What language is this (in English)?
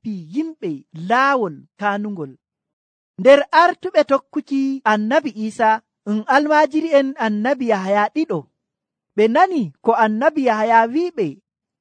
Nigerian Fulfulde